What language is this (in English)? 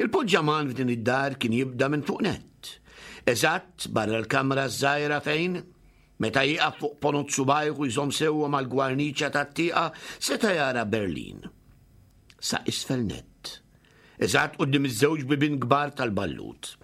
Maltese